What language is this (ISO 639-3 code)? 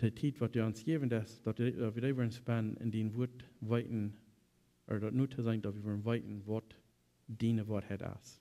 pdt